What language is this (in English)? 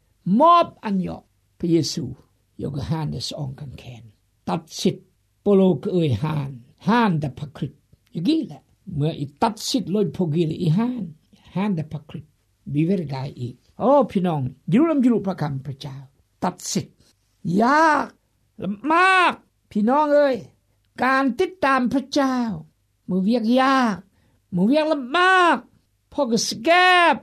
Thai